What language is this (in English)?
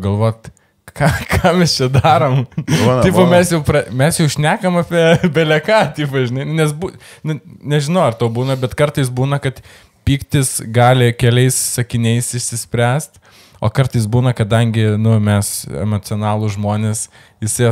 Lithuanian